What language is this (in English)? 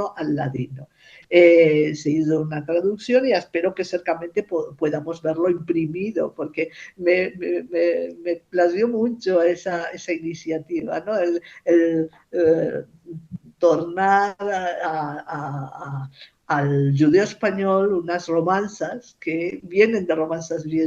Ladino